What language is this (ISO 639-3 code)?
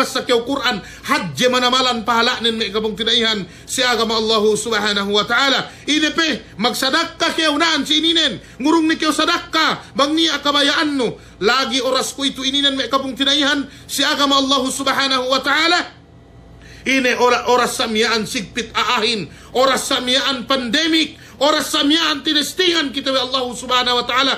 yka